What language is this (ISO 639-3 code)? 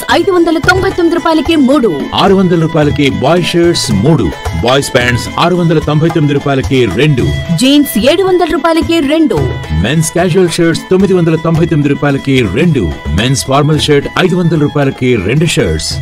tel